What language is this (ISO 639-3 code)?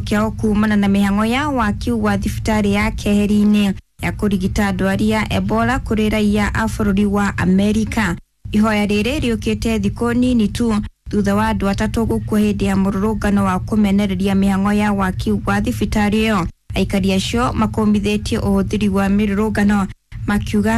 kik